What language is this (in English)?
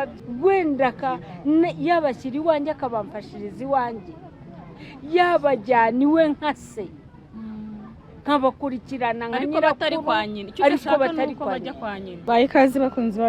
Kinyarwanda